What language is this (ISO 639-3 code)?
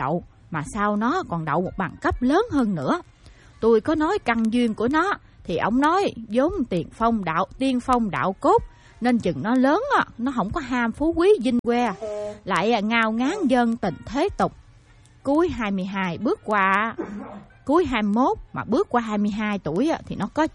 vie